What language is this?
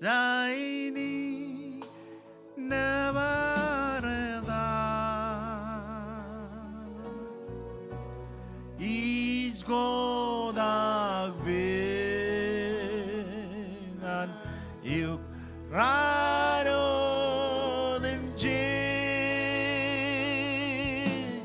Marshallese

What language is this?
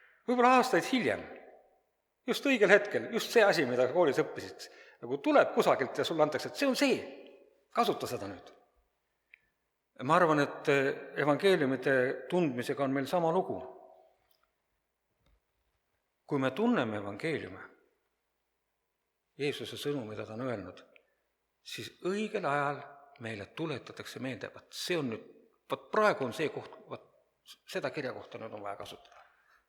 Estonian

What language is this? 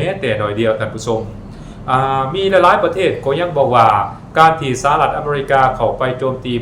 Lao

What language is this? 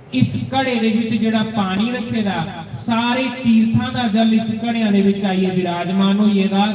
Dogri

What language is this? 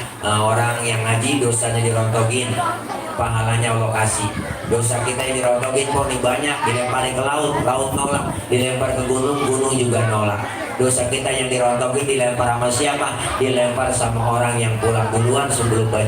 Betawi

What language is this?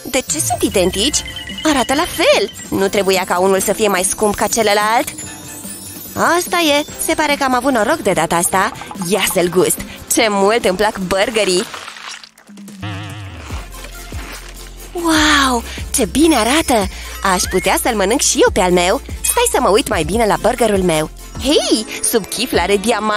Romanian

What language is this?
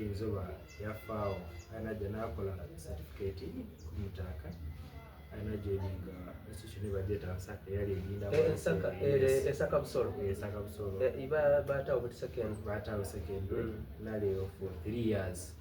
Soga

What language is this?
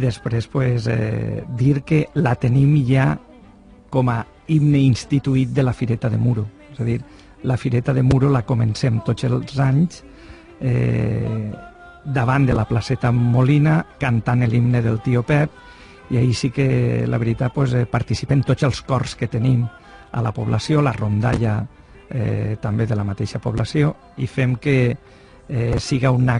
Catalan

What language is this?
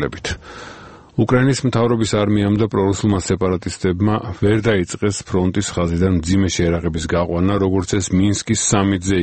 Georgian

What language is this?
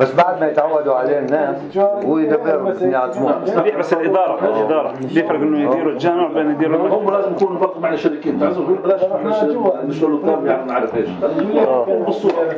North Levantine Arabic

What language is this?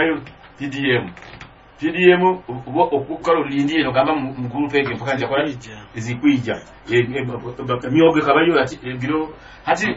Nyoro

